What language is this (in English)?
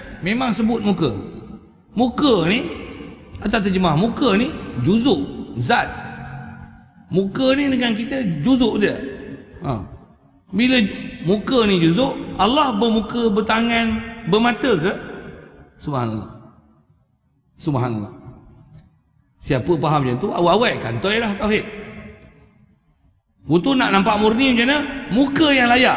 Malay